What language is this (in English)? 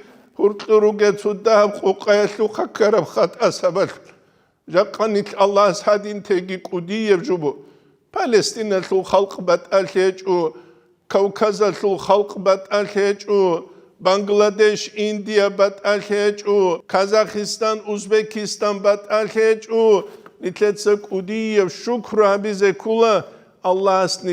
Avaric